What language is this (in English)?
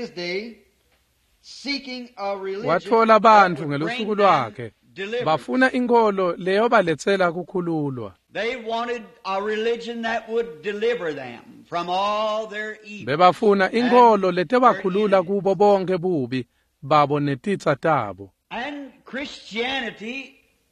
Swati